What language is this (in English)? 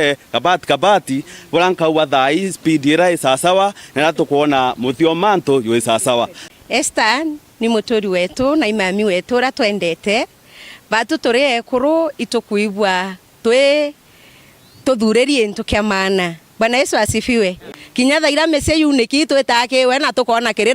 Meru